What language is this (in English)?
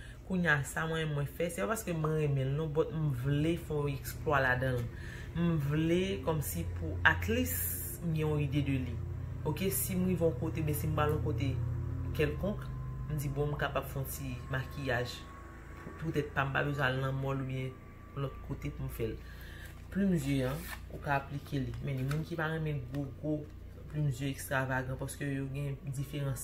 Haitian Creole